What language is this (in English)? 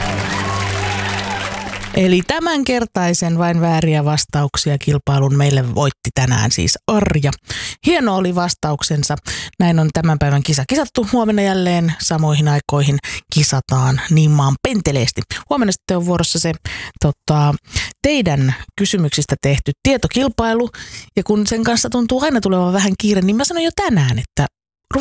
Finnish